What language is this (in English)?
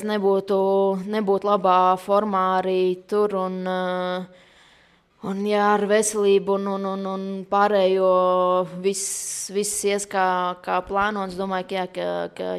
Latvian